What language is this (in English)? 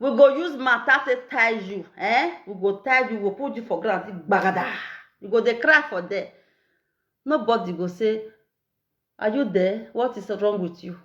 Nigerian Pidgin